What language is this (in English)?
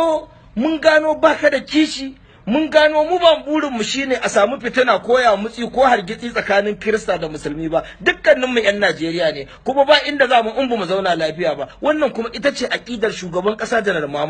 Hausa